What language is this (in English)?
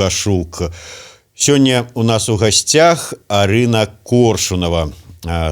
Belarusian